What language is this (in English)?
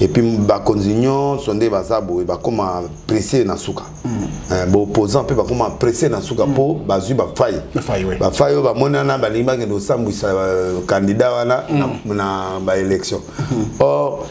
Lingala